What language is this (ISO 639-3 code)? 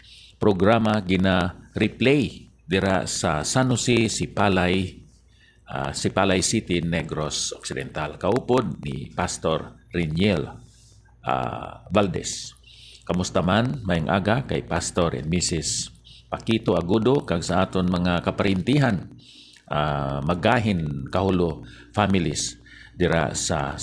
hil